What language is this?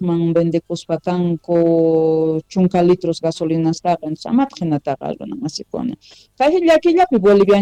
Quechua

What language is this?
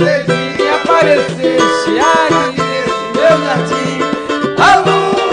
Portuguese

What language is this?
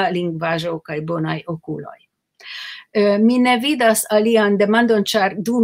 Esperanto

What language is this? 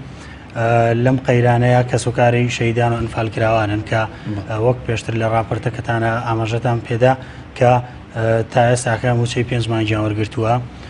Central Kurdish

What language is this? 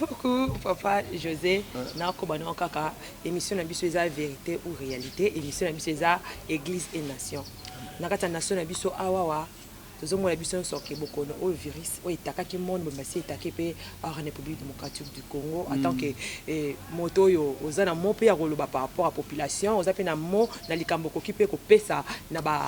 Lingala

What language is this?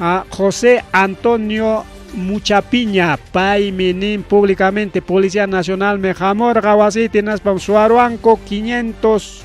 Ayacucho Quechua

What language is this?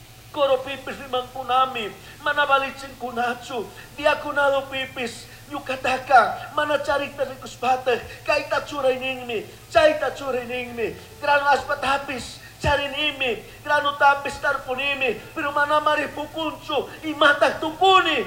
Chimborazo Highland Quichua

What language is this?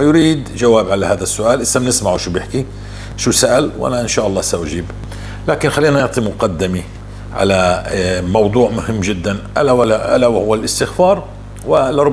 North Levantine Arabic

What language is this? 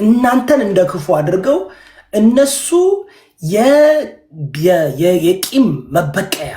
Amharic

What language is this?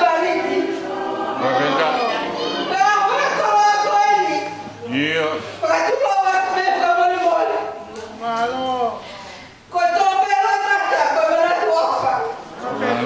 Tongan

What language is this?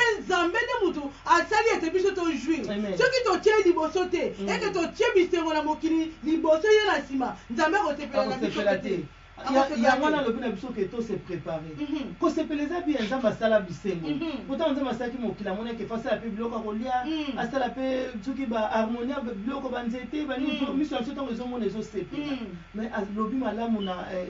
Lingala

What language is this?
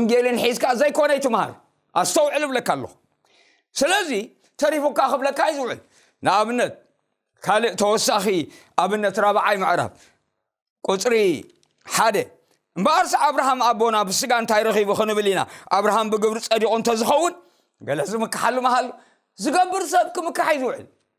Tigrinya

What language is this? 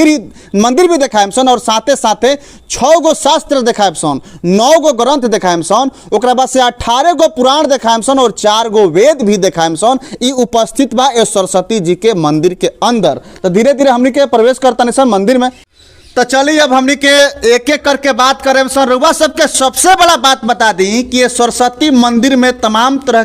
Bhojpuri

